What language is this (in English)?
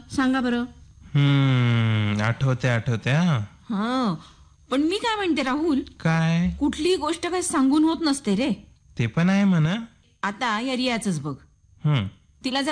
Marathi